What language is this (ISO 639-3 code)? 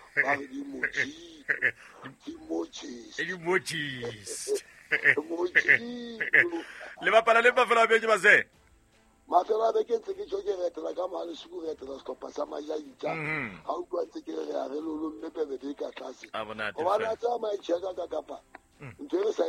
sot